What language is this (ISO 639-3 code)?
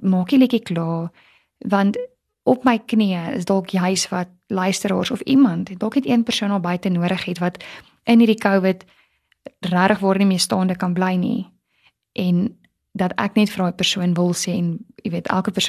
afr